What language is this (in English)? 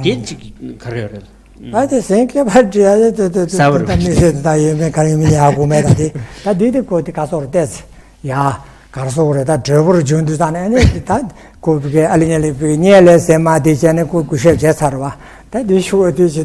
Tibetan